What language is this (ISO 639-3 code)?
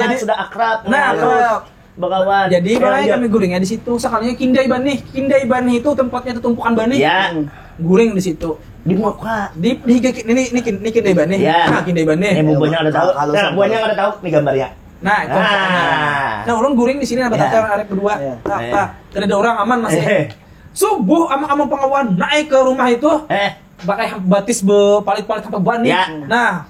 bjn